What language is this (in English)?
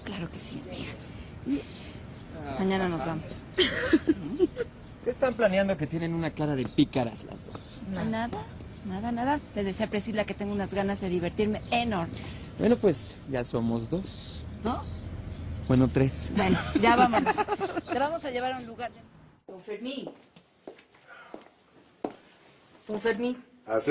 Spanish